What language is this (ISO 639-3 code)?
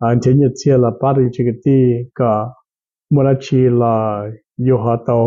hmn